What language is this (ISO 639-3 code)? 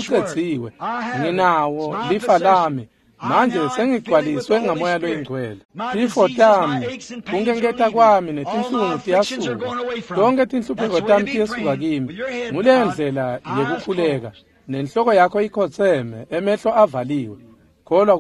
ssw